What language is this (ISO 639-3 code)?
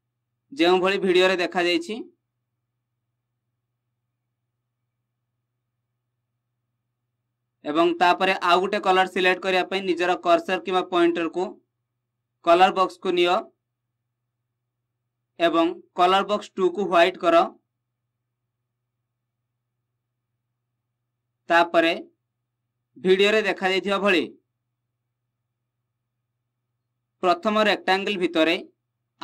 ori